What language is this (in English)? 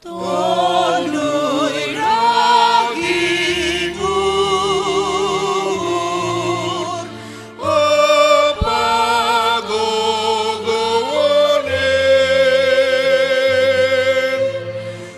Batak Simalungun